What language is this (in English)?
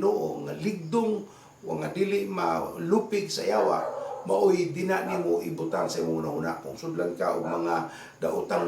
Cebuano